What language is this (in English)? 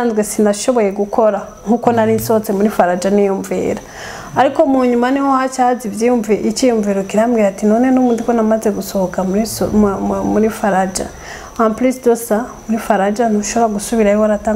Rundi